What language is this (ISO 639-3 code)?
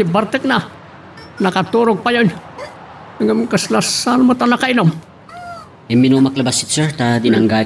ilo